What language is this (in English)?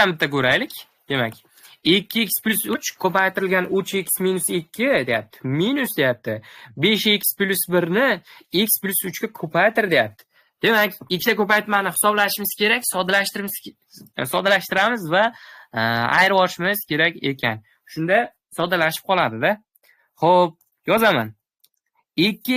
Uzbek